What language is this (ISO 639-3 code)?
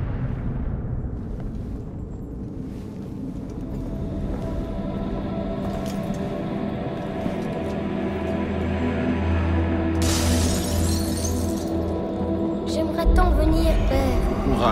fra